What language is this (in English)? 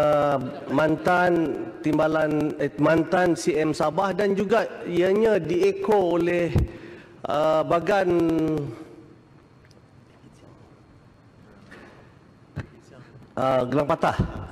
Malay